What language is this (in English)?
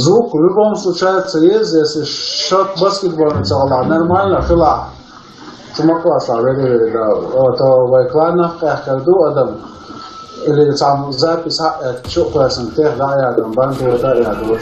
Chechen